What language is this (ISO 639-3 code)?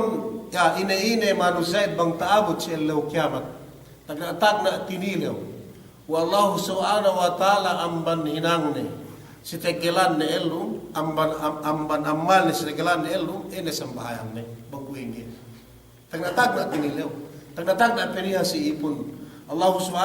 yka